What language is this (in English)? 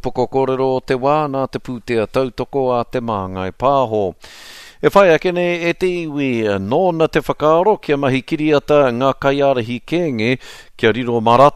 Māori